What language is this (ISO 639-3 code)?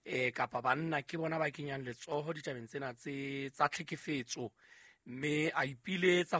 sot